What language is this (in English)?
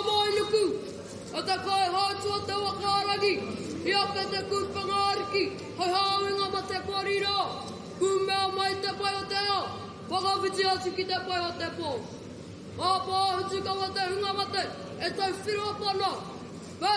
Māori